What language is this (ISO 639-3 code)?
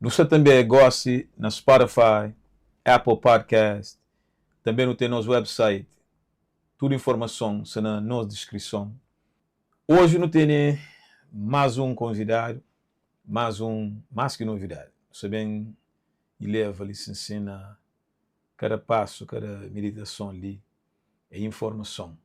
kea